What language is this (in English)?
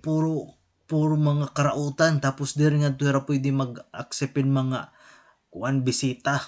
Waray